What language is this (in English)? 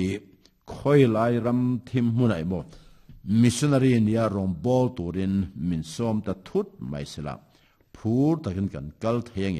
Mizo